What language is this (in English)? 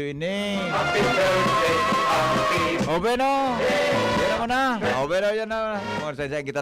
Bikol